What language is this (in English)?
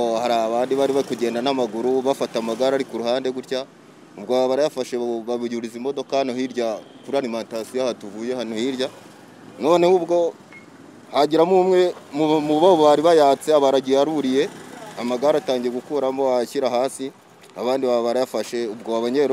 Kinyarwanda